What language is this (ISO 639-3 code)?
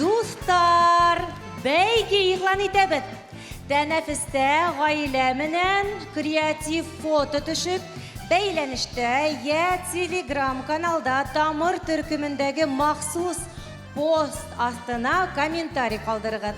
bak